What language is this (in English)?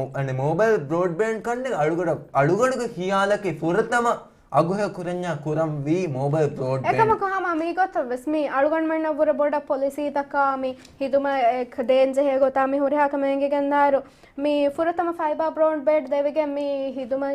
Divehi